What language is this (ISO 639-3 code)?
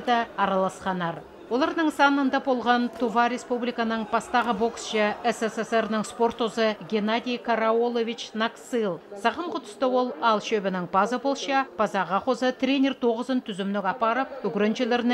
kjh